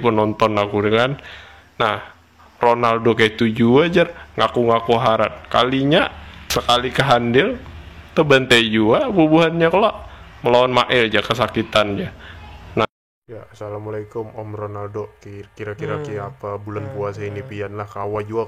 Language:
Banjar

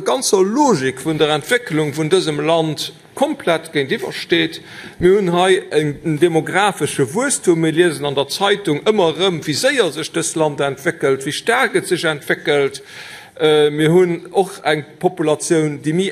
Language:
Luxembourgish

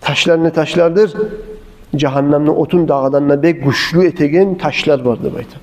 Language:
Kumyk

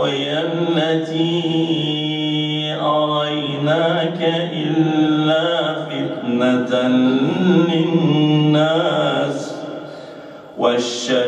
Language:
Arabic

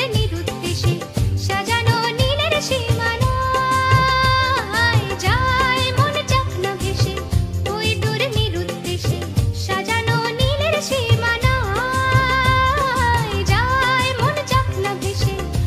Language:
Bangla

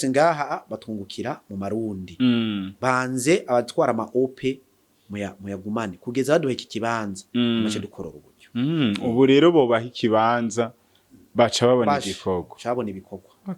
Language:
Rundi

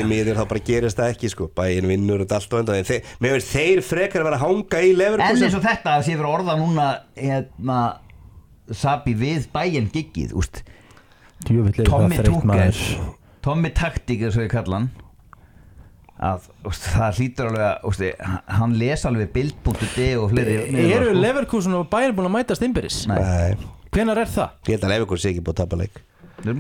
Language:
Icelandic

